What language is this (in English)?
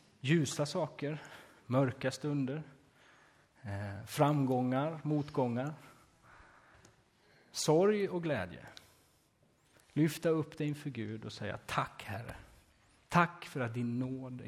Swedish